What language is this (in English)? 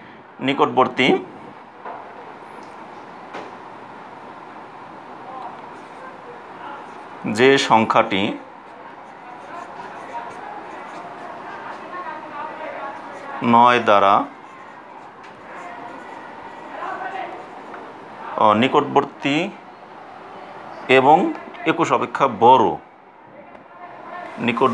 Bangla